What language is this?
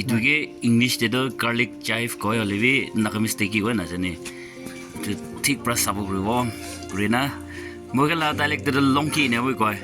Naga Pidgin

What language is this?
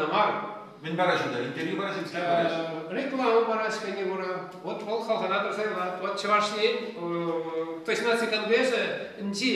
Chuvash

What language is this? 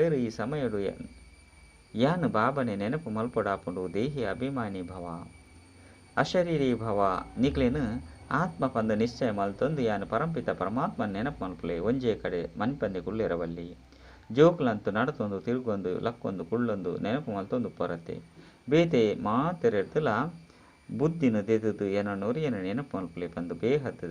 Tulu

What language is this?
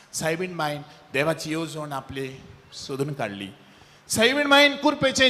Konkani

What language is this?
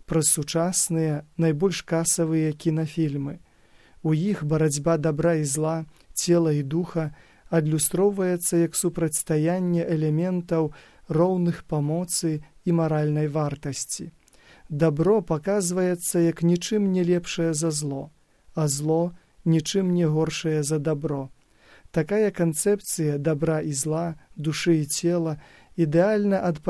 Belarusian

